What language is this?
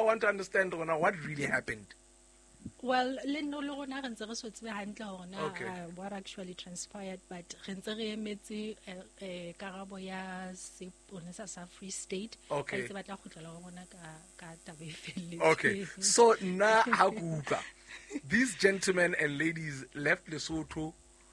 Southern Sotho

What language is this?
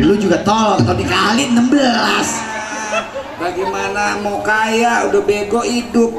Betawi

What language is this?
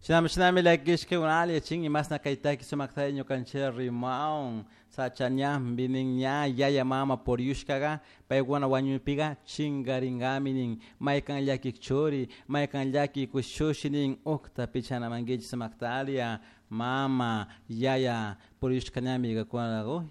Chimborazo Highland Quichua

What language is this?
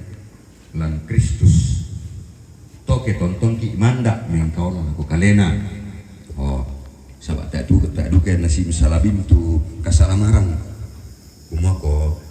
Toraja-Sa'dan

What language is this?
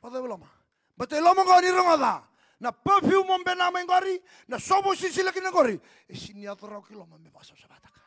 Fijian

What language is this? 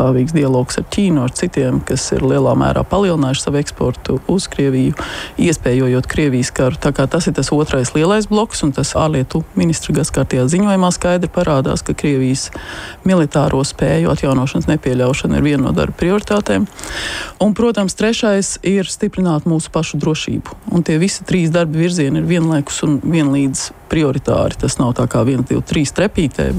Latvian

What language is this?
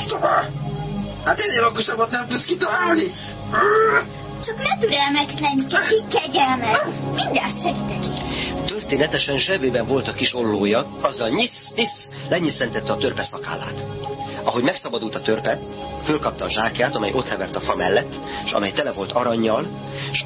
Hungarian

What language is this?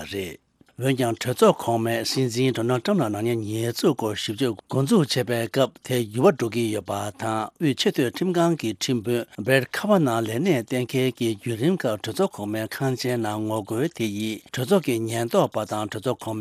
Tibetan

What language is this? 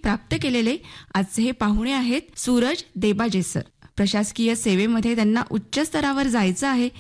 Marathi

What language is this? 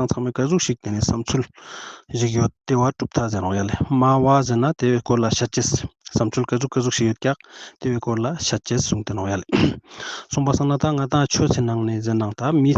Ladakhi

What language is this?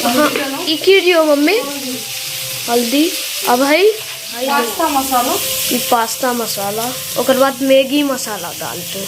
Maithili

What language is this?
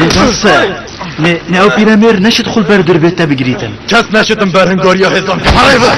Kurdish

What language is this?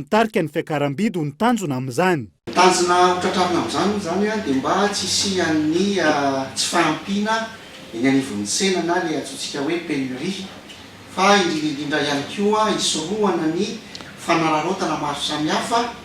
Malagasy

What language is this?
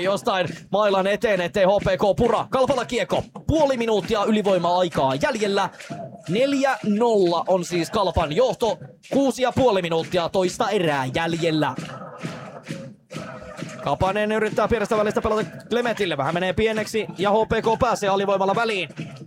Finnish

